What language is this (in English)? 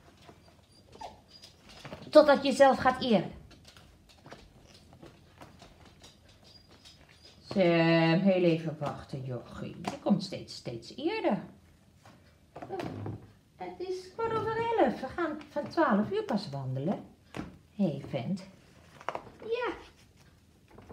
Dutch